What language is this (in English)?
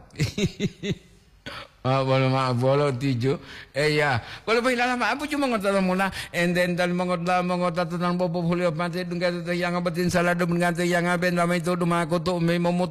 Gorontalo